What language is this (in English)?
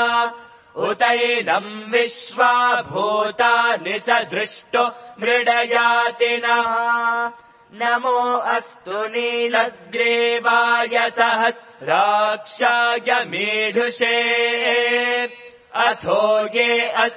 Sanskrit